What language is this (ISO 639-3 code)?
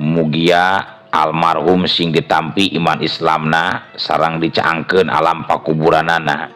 sun